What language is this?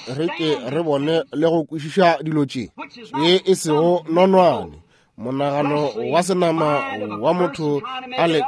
Northern Sotho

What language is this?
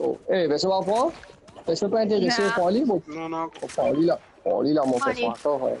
Morisyen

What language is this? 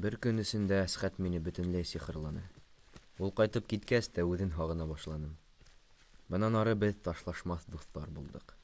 Bashkir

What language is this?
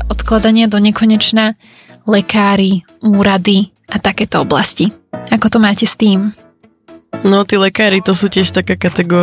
Slovak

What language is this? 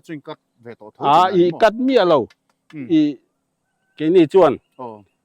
Mizo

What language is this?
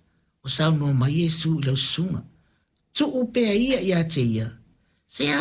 Samoan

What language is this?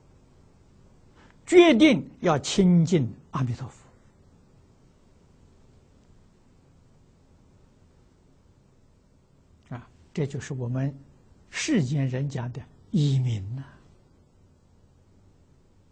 Chinese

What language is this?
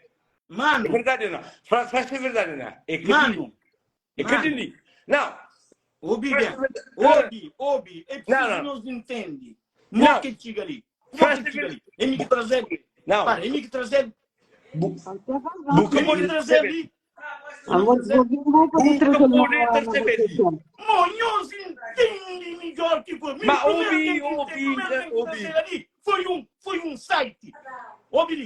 Kabuverdianu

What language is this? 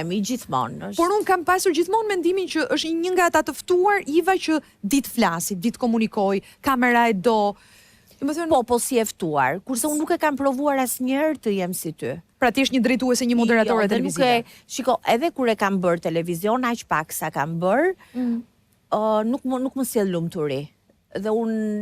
Albanian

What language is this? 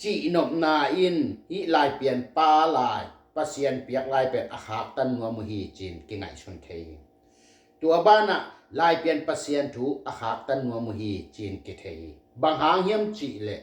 Tedim Chin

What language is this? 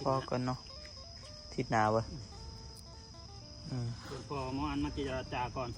Northeastern Thai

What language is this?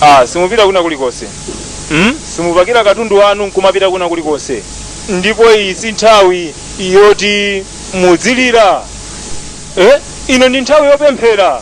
Nyanja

